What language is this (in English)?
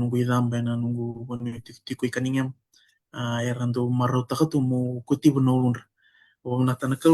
Fijian